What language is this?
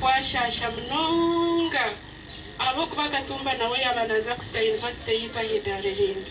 Nyankole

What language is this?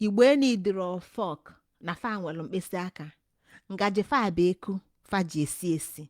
Igbo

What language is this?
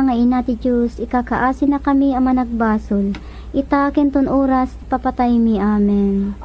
Iloko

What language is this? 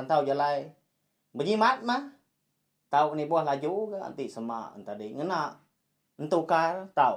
Iban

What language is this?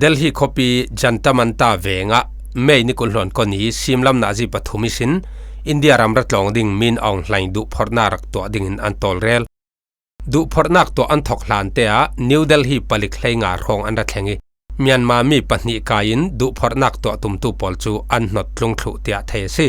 Falam Chin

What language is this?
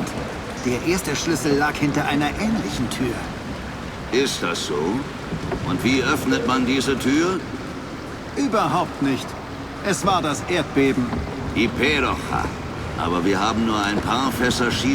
Bavarian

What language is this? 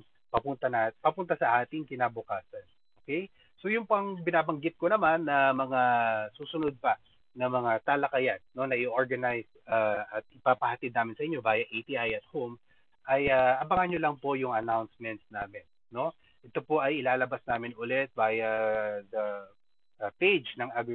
Filipino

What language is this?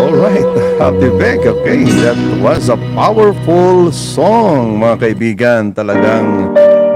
Waray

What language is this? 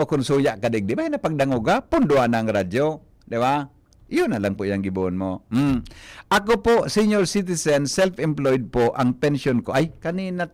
Bikol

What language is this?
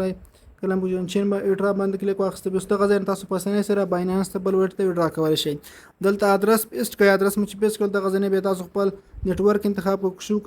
Pashto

